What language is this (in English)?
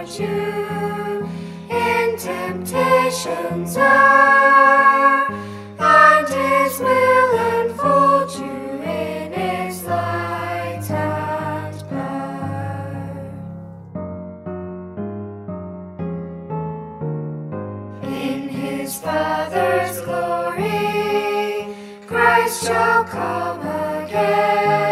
English